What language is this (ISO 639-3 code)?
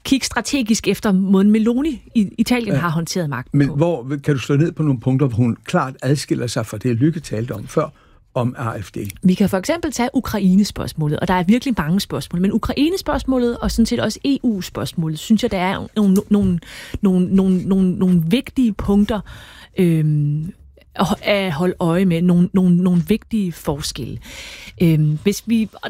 dan